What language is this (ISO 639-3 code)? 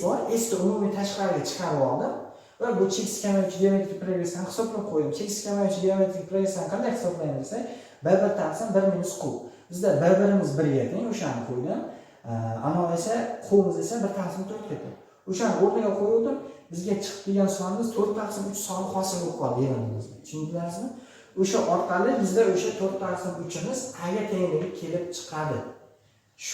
uzb